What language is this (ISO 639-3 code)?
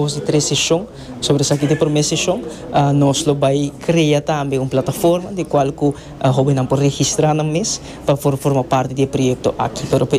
pap